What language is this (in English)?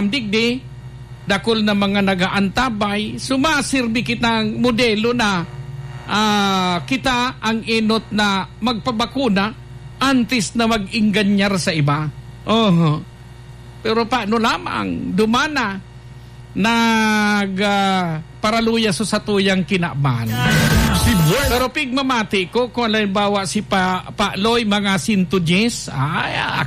Bikol